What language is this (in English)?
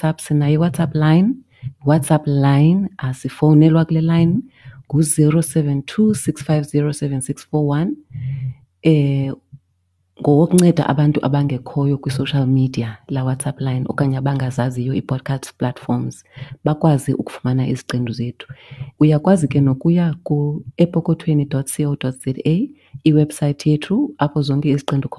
Xhosa